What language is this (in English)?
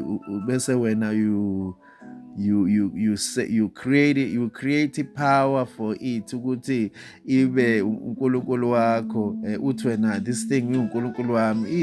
Zulu